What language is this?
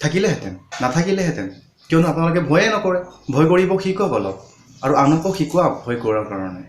Assamese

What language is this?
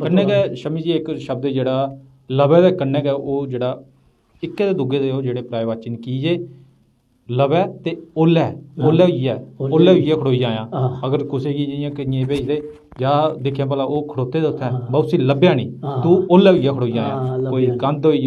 Dogri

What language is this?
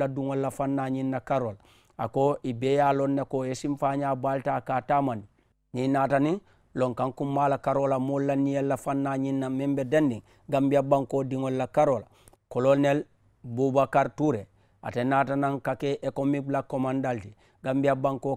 Mandingo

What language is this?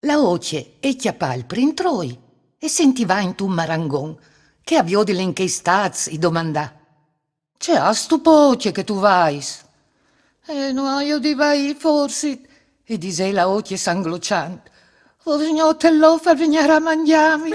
Friulian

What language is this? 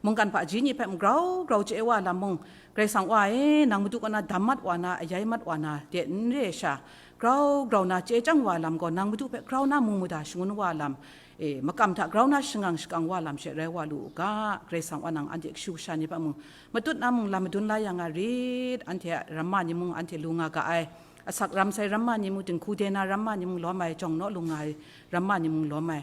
Kachin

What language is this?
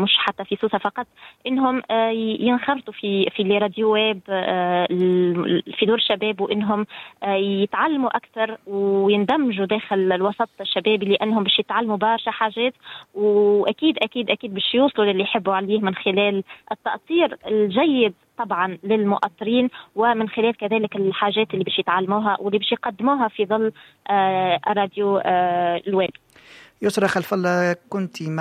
Tunisian Arabic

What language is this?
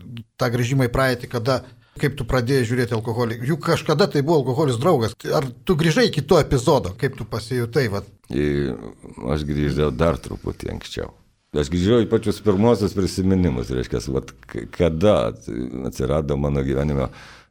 Lithuanian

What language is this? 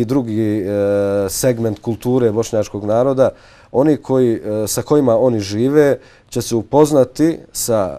Bosnian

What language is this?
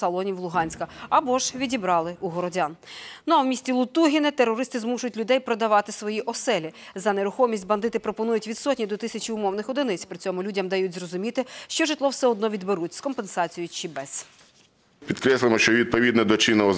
Ukrainian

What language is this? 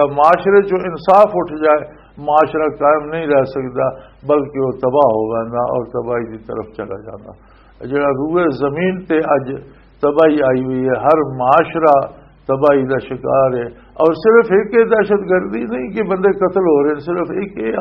Western Panjabi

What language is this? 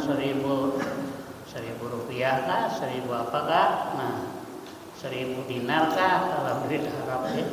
Banjar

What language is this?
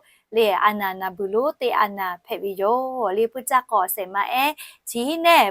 Lahu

